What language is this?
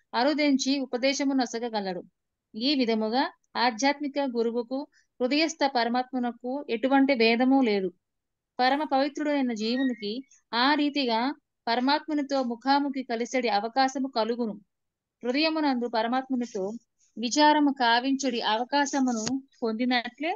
Telugu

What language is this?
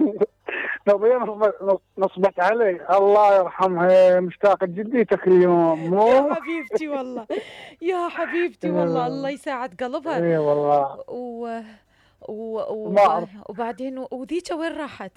Mesopotamian Arabic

